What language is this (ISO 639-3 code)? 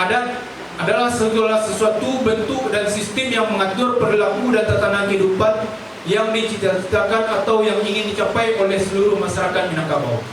min